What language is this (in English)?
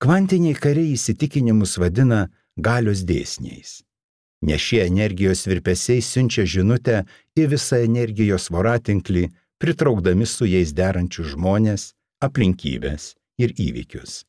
Lithuanian